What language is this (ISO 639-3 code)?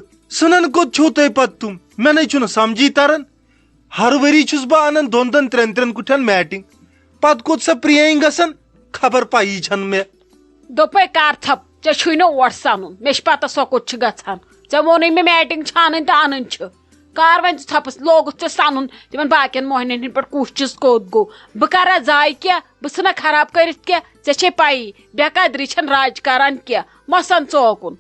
kas